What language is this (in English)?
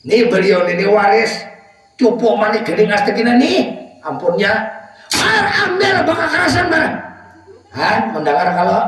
Banjar